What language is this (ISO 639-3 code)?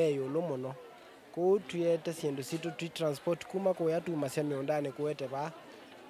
kam